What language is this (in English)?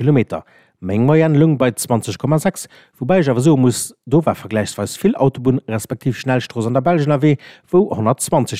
Luxembourgish